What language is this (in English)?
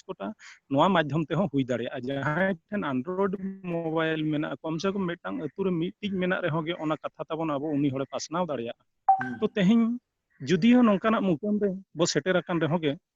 Santali